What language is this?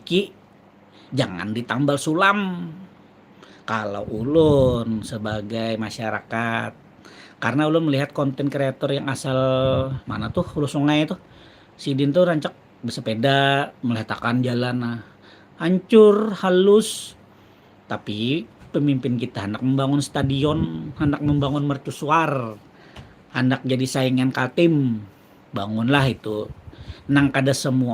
Banjar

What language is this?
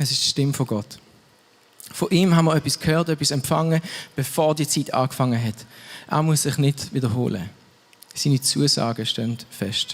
Swiss German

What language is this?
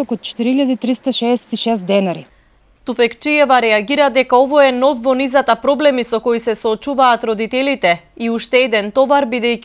Macedonian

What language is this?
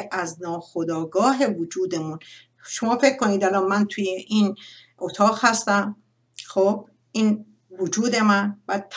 Persian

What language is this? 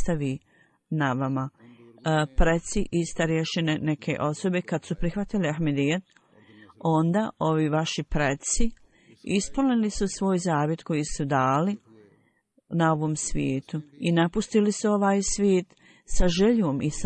Bosnian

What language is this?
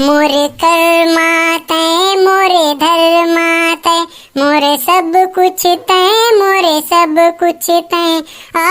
Chhattisgarhi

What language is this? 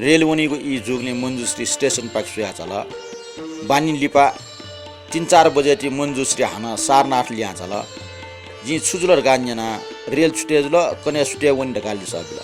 Newari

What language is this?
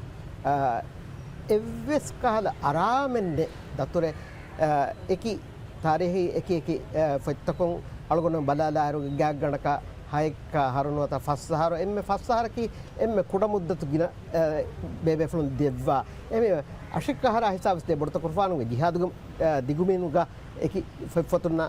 Divehi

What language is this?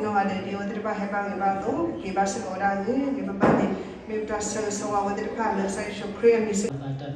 S'gaw Karen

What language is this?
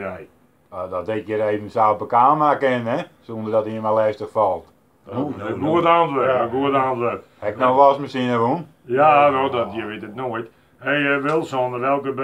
Western Frisian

